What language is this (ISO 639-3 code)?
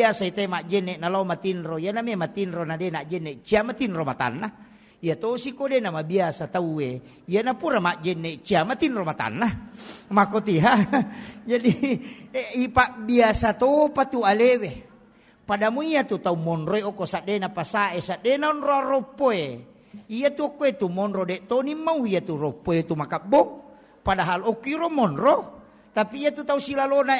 bug